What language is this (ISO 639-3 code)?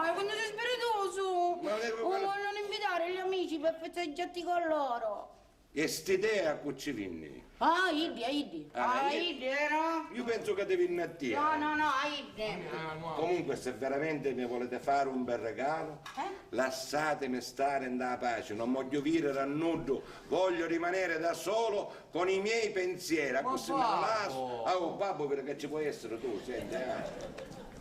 scn